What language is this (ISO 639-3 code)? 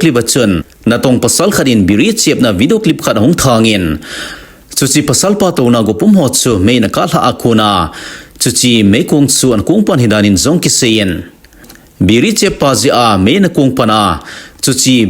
tcz